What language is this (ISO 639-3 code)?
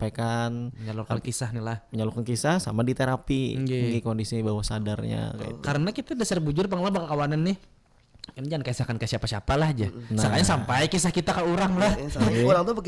bjn